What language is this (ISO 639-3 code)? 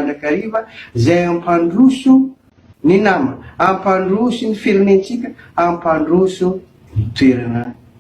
mlg